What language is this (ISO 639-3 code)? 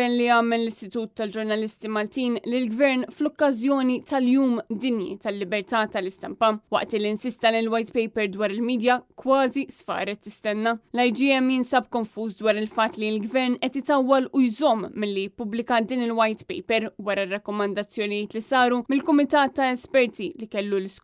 mlt